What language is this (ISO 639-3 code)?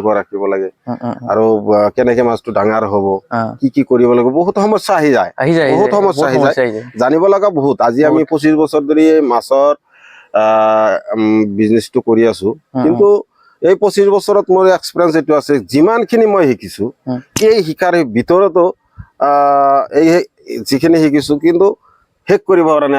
asm